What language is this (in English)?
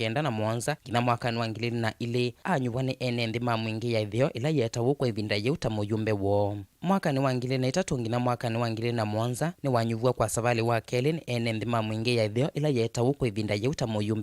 Kamba